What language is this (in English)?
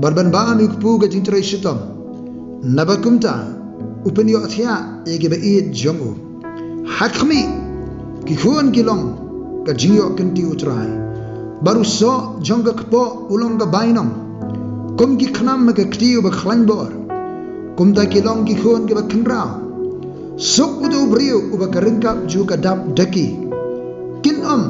Khasi